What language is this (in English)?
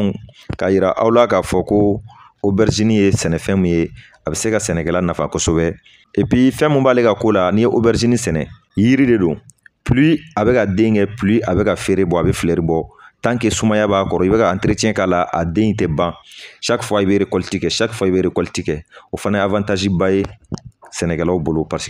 Bambara